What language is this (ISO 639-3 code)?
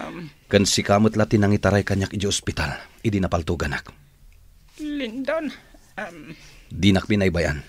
ilo